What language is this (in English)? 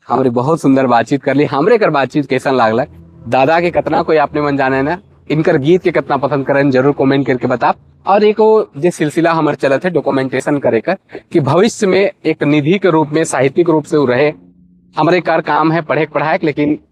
Sadri